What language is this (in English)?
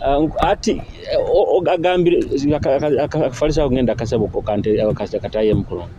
Nyoro